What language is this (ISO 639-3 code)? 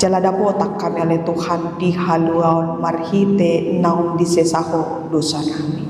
bbc